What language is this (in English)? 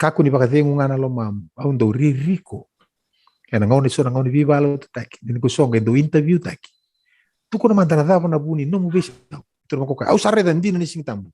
Fijian